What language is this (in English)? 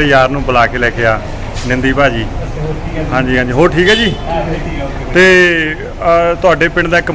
Punjabi